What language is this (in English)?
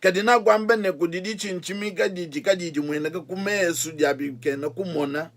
Luba-Lulua